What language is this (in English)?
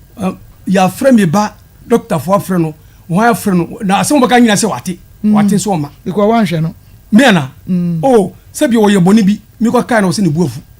Akan